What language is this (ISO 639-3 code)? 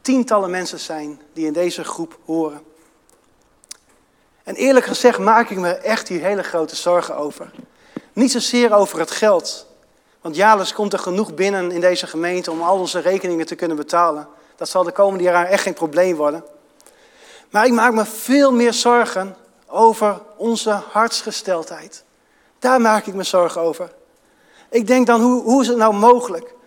nld